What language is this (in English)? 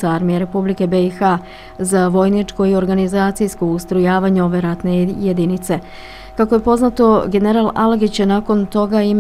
Bosnian